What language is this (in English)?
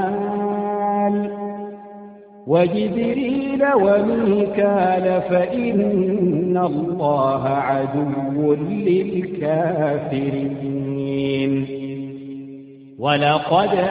Arabic